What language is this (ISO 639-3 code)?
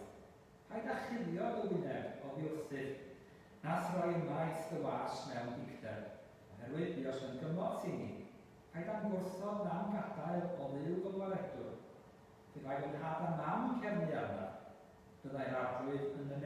cym